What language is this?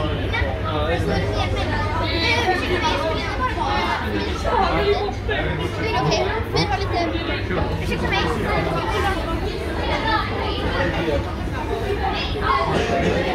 Swedish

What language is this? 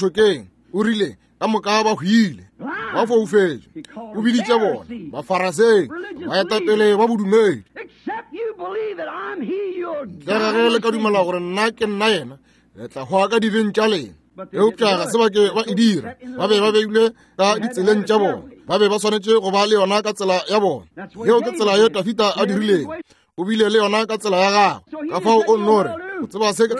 Northern Sotho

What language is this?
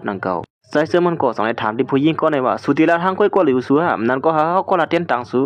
Shan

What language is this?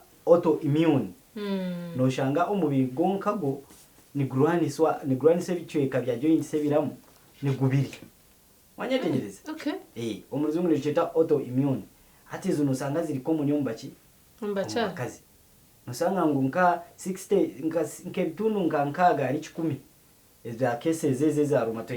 Nyankole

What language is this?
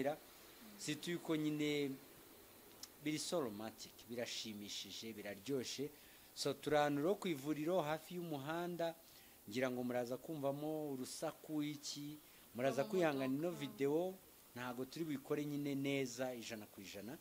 Kinyarwanda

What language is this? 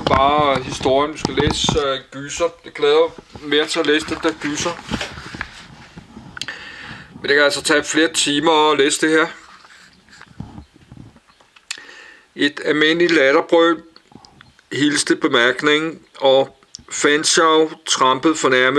Danish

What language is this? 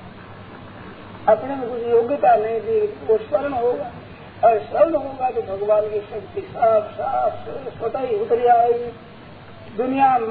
Hindi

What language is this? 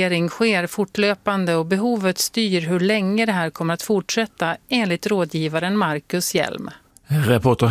Swedish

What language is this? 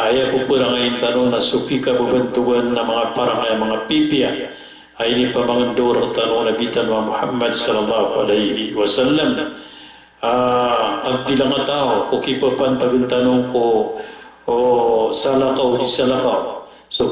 Maranao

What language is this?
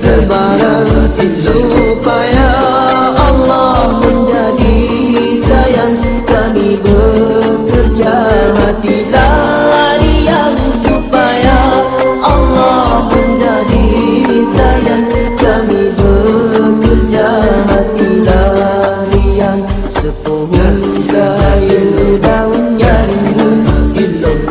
Malay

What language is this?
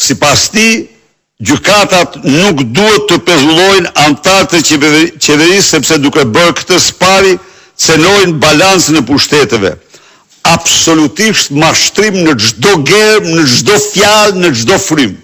Albanian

